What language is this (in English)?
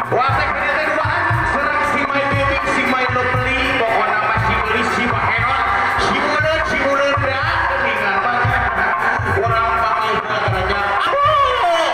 Sundanese